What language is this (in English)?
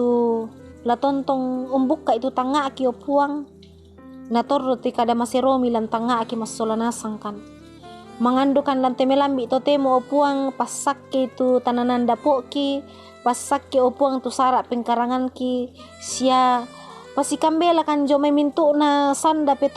Toraja-Sa'dan